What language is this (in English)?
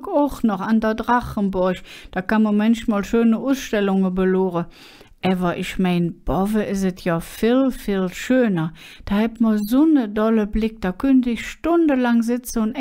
Colognian